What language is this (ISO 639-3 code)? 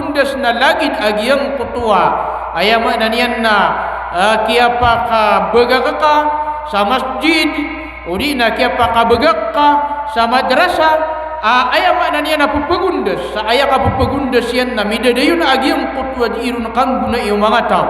mrw